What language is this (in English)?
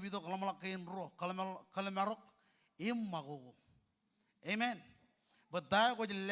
Marshallese